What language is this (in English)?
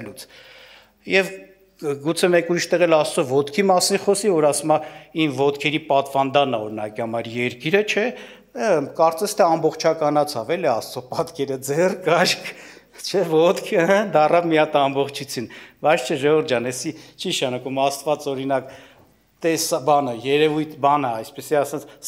Armenian